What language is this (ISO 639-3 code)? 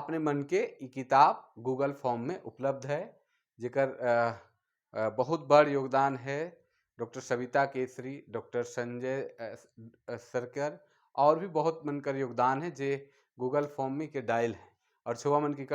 sck